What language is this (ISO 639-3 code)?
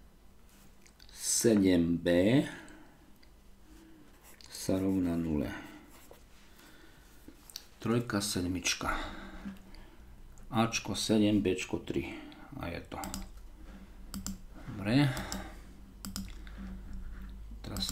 slk